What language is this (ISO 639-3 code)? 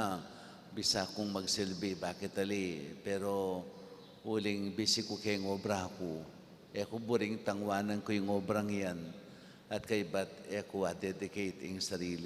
pam